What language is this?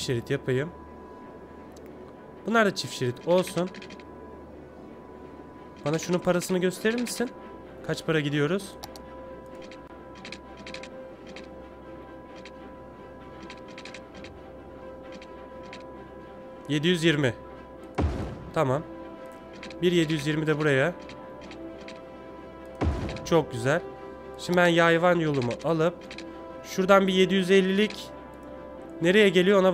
Turkish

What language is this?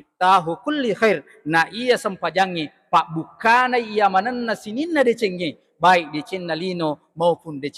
Buginese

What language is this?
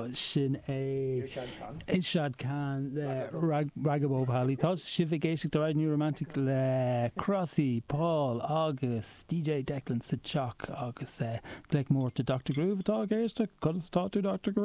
Irish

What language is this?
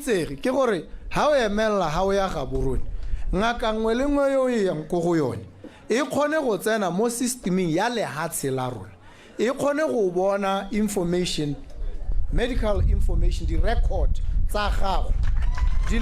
Tswana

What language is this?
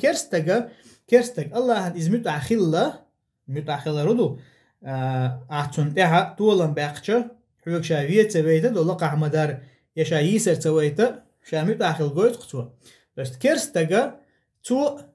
Chechen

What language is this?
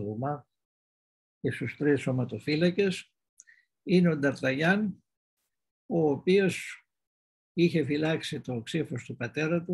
Greek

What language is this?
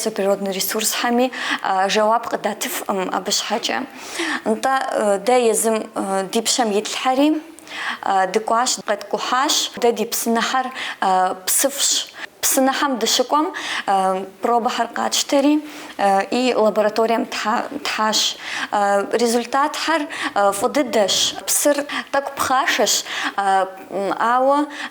Kabardian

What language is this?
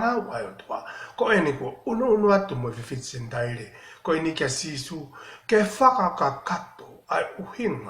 Tongan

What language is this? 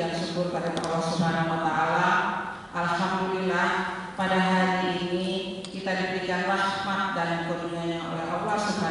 Indonesian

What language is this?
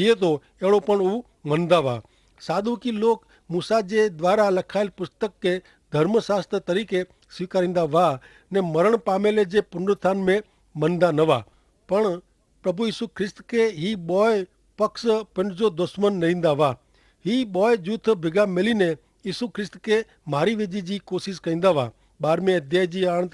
Kachhi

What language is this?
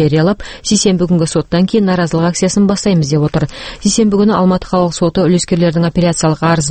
Kazakh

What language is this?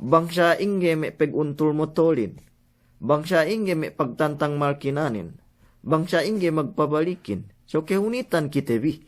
Yakan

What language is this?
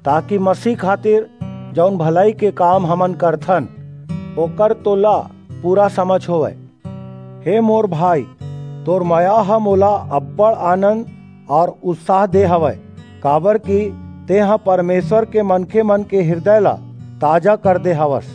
Chhattisgarhi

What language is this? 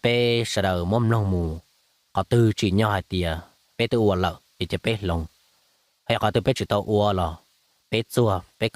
Hmong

